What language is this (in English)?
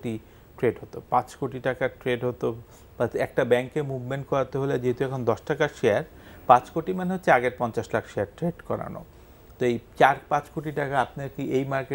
Bangla